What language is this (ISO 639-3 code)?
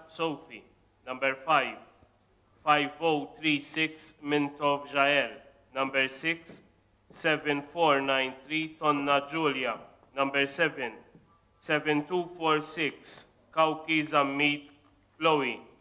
mlt